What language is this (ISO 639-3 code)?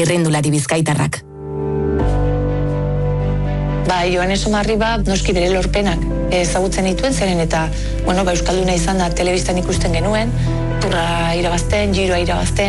eus